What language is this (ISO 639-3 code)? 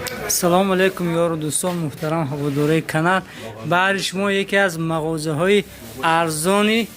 tgk